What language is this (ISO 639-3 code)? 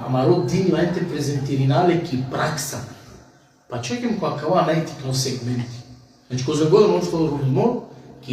rmn